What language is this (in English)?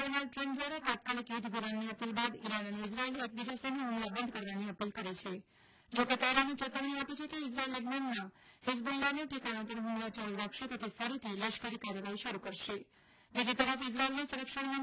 Gujarati